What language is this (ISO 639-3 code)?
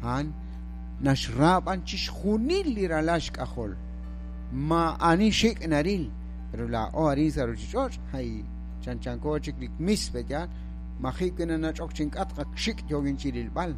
kek